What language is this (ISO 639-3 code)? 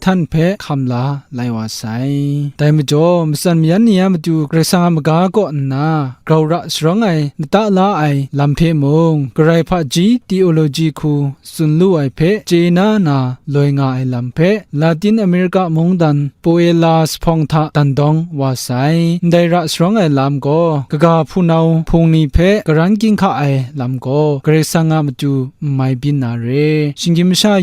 kac